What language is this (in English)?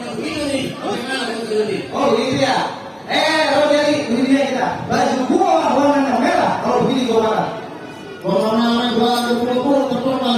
Betawi